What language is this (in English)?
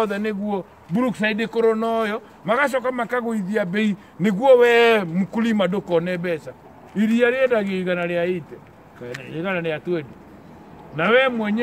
Kikuyu